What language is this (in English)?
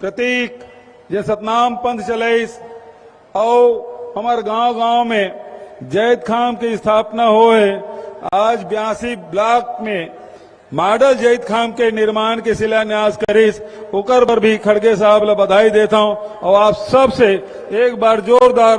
Chhattisgarhi